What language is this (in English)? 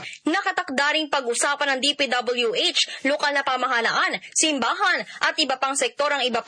Filipino